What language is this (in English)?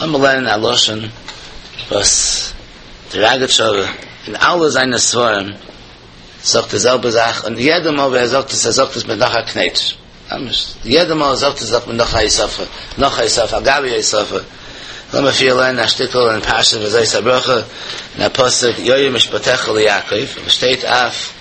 Yiddish